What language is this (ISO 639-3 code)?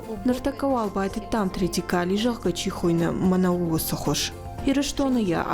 oss